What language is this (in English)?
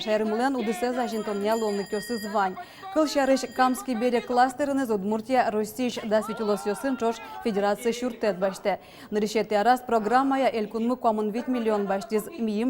Udmurt